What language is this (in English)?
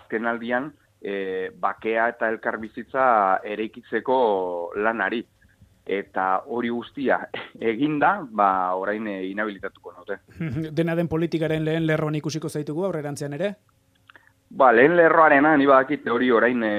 Basque